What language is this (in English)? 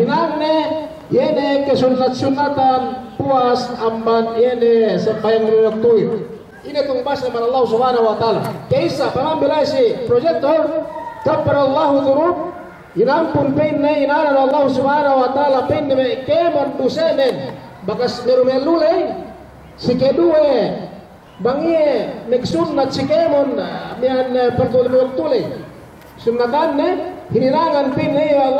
Yakan